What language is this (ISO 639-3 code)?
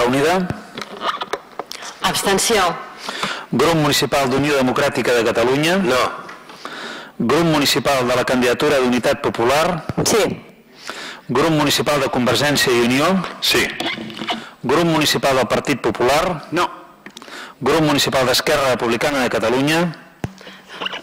cat